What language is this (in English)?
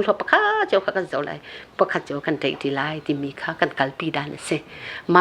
Hakha Chin